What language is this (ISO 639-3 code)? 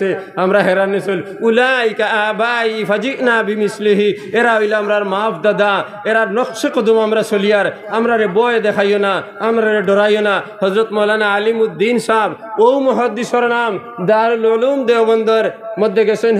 syl